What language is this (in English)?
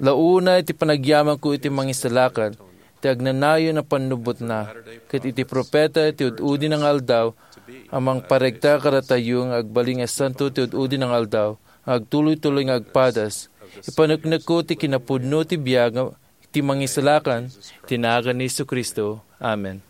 Iloko